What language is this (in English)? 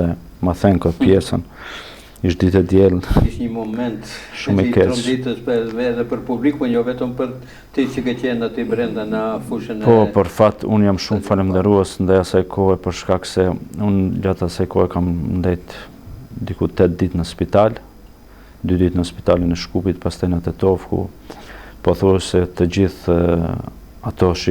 Albanian